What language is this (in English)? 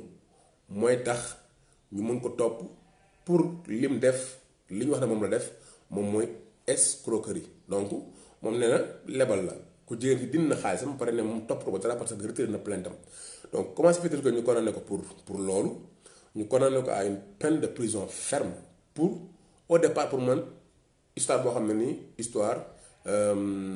Wolof